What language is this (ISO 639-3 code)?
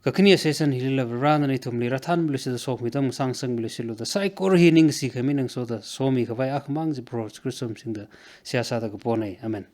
nmf